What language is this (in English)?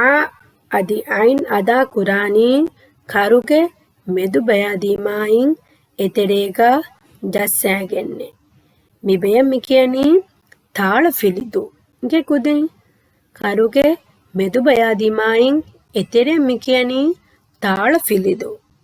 Divehi